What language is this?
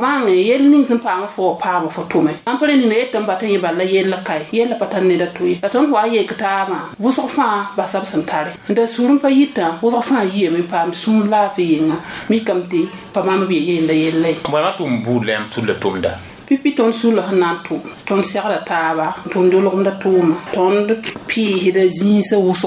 Mossi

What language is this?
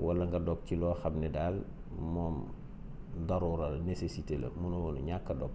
Wolof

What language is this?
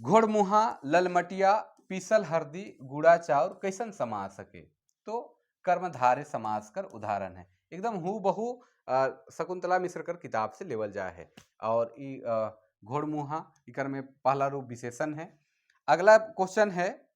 Sadri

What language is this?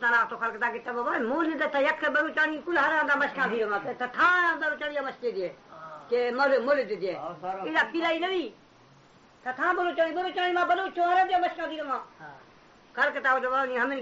Baluchi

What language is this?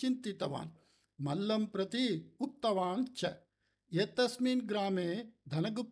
Sanskrit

